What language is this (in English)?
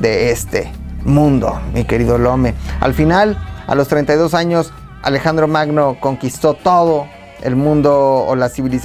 Spanish